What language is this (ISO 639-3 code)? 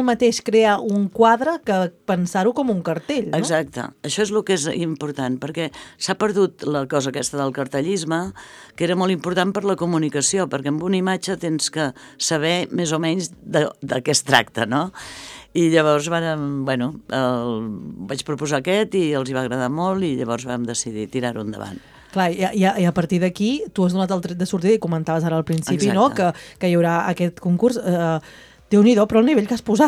cat